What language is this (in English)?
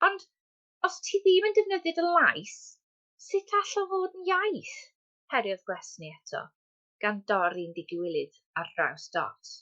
Welsh